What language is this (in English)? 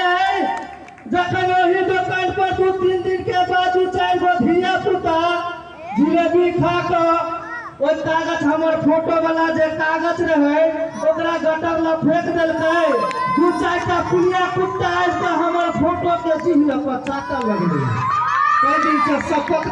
Maithili